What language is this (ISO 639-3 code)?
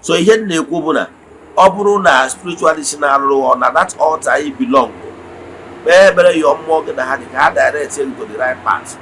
ibo